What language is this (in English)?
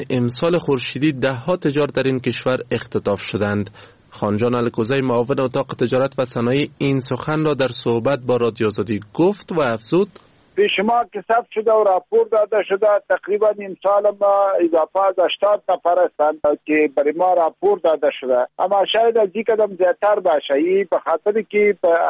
Persian